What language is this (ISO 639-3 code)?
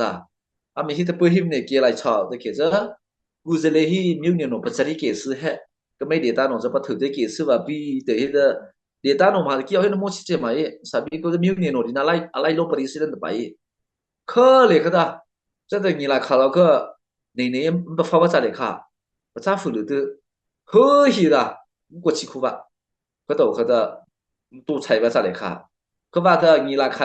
mrh